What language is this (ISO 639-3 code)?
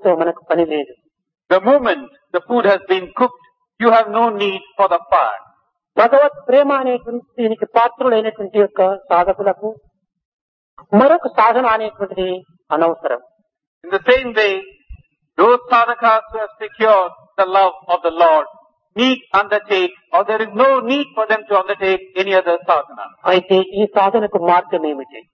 tel